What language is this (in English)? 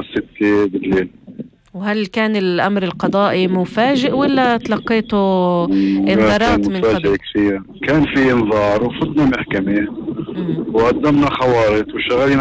North Levantine Arabic